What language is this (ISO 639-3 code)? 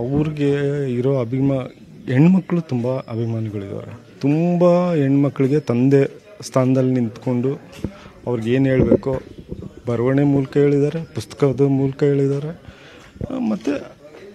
kan